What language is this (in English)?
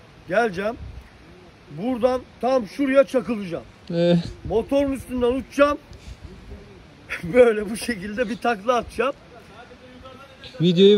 Turkish